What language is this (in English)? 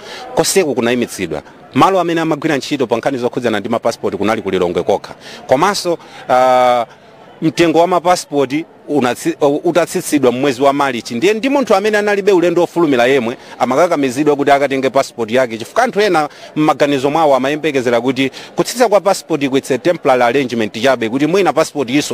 Nyanja